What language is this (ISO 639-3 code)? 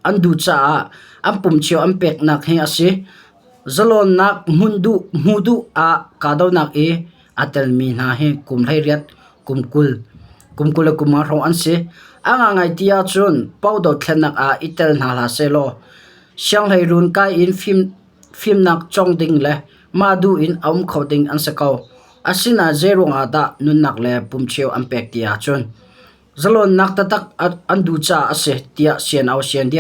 cnh